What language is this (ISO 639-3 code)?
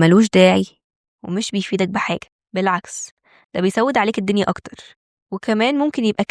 arz